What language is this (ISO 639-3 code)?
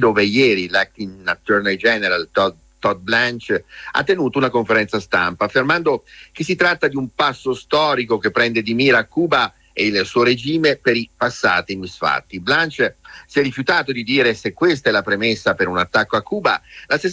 ita